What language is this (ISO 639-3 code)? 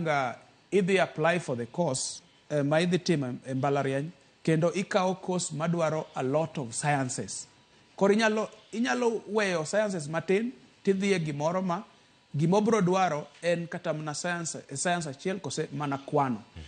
luo